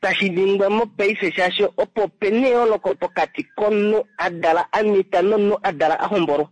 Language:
Kuanyama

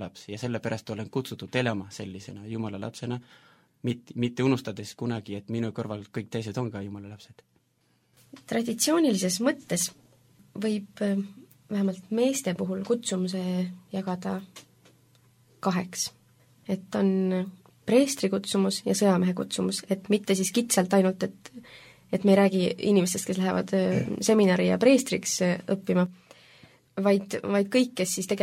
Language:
Estonian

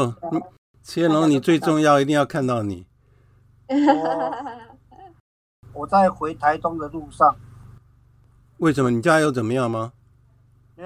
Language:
Chinese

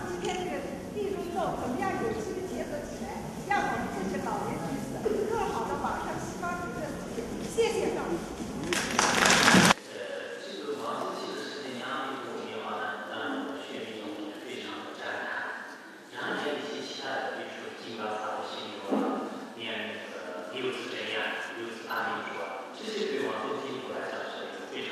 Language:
Chinese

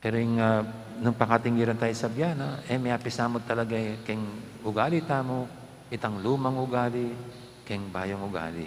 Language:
Pampanga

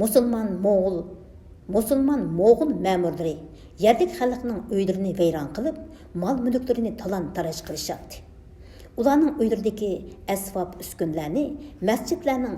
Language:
Uyghur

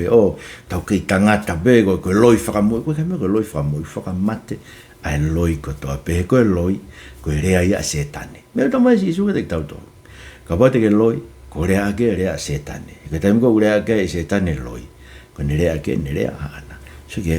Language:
Tongan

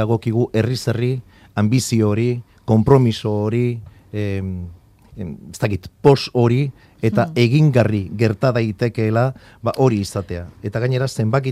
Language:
Basque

